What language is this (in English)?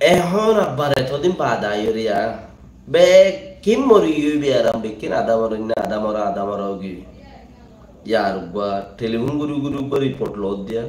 Rohingya